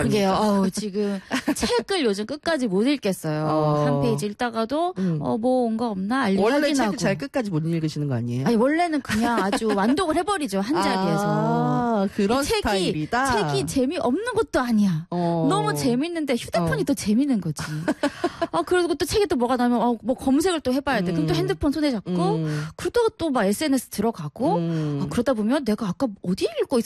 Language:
Korean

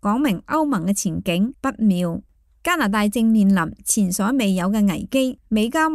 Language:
Cantonese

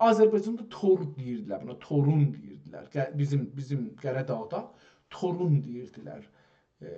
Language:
South Azerbaijani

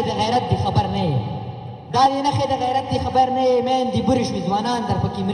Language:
Pashto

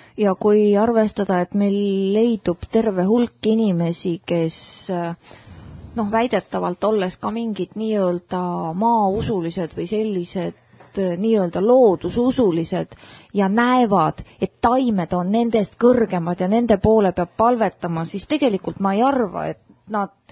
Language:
Estonian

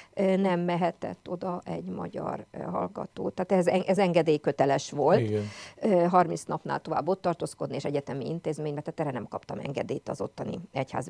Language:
Hungarian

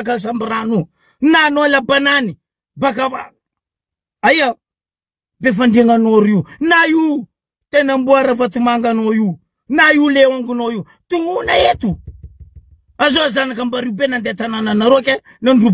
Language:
Malagasy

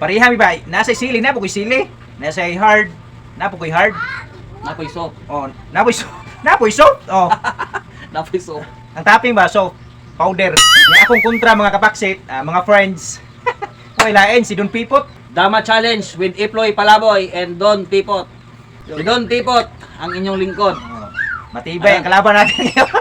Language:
Cebuano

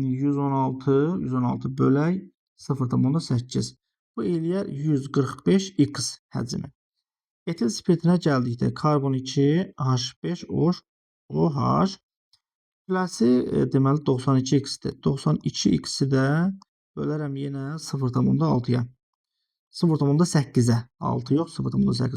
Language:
Azerbaijani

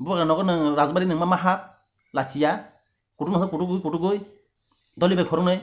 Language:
Kok Borok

